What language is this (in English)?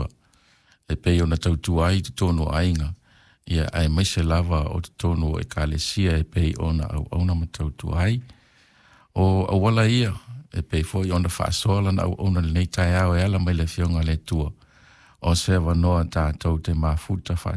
Samoan